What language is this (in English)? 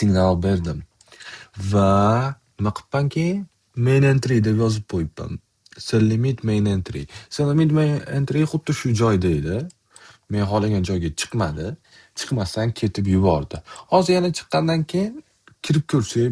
Uzbek